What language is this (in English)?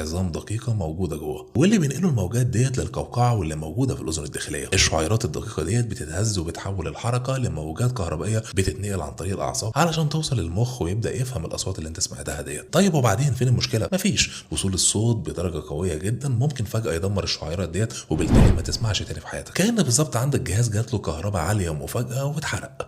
Egyptian Arabic